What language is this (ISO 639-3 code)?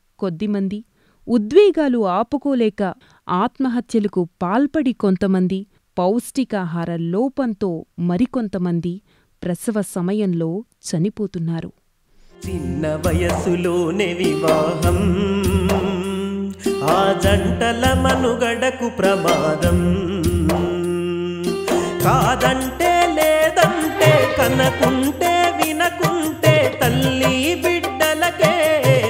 tel